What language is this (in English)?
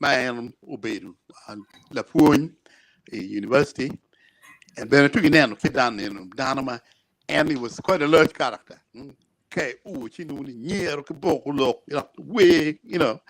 Acoli